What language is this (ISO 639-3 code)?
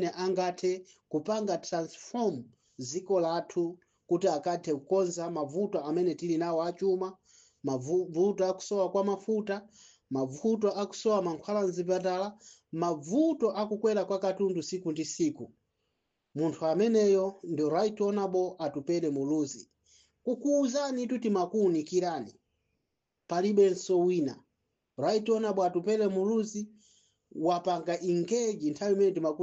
nya